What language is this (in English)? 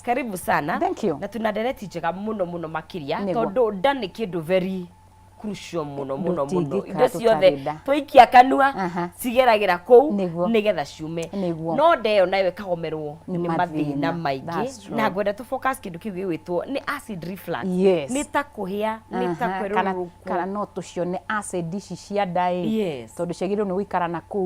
Kikuyu